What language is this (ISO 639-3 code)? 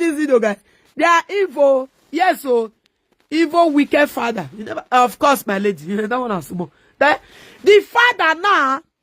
pcm